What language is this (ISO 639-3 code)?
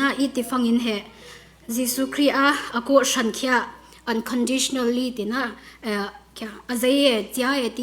cfm